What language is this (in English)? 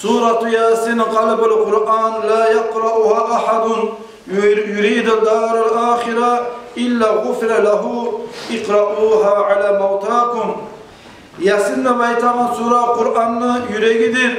Kumyk